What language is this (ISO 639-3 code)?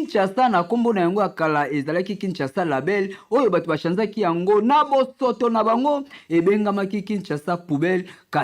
lin